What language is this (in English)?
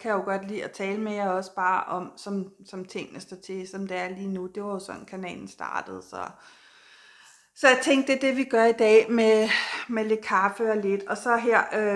Danish